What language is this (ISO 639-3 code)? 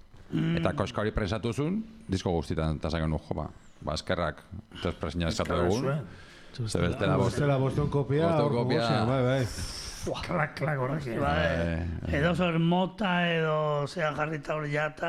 eus